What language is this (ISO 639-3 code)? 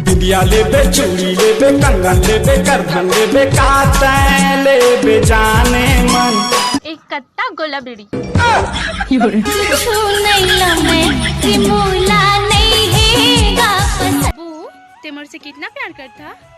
hne